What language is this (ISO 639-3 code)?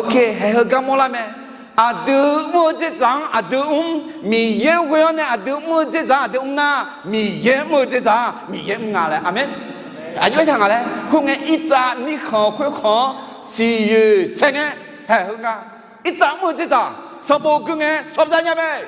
ahk